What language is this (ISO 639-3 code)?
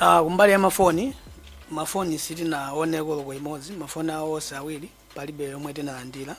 nya